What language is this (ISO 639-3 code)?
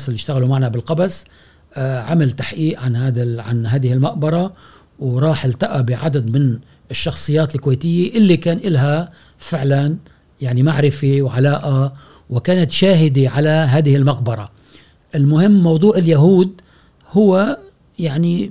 afb